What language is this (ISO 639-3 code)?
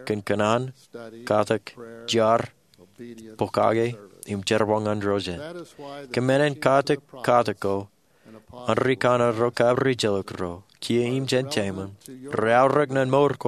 mah